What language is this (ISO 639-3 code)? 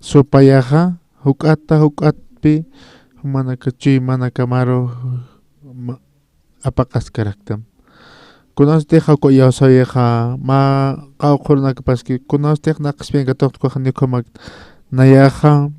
aym